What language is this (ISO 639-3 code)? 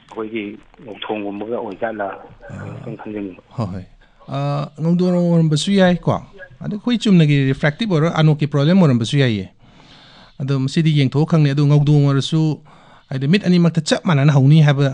mni